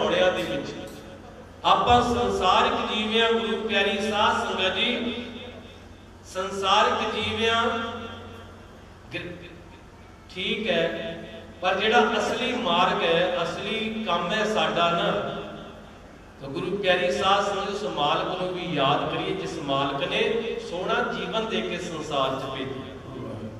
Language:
Punjabi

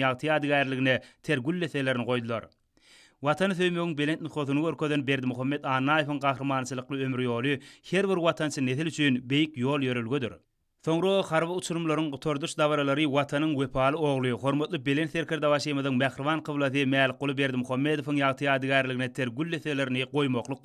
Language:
Turkmen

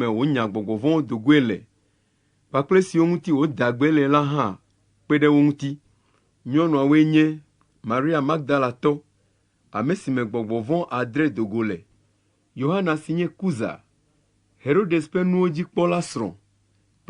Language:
Ewe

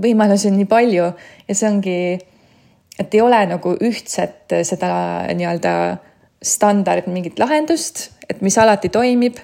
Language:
Estonian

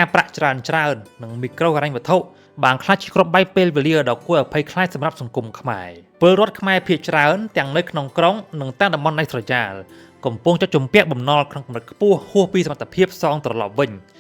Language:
Khmer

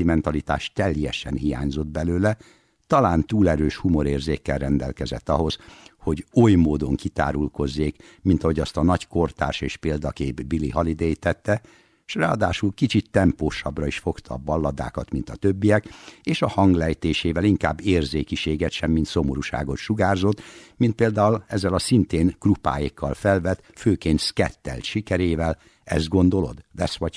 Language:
Hungarian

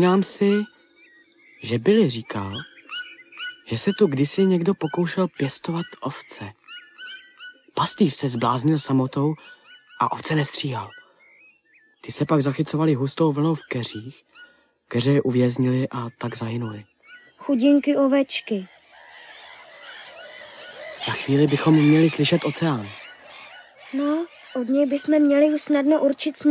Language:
Czech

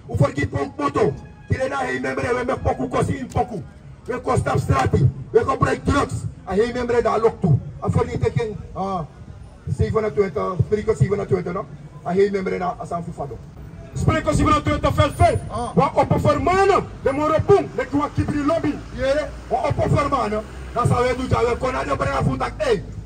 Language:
Sranan Tongo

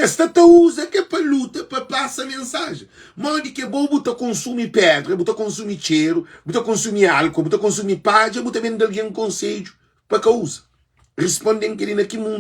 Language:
Kabuverdianu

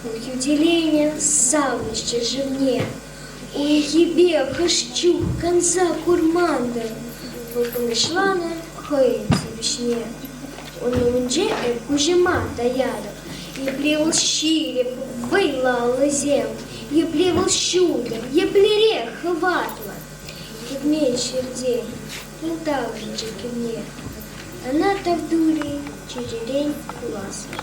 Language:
Chuvash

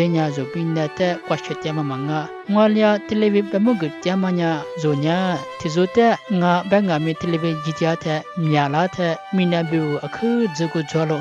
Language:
Lisu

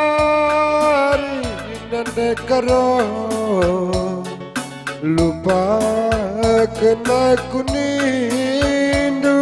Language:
Batak Karo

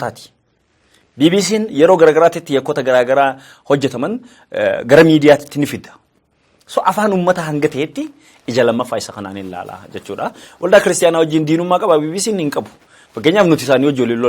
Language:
Oromo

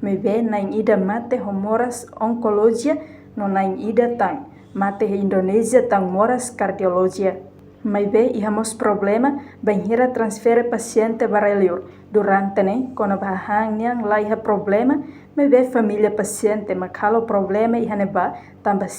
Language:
Tetum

